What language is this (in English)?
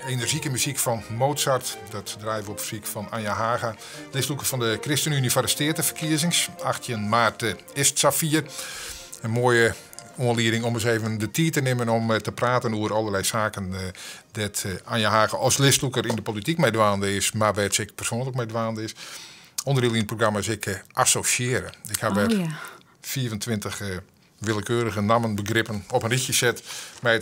Western Frisian